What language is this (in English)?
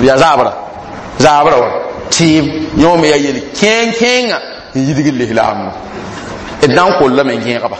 Mossi